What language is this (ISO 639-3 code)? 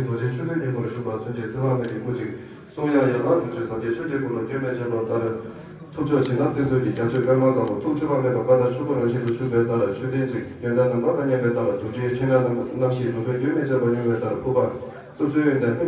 bod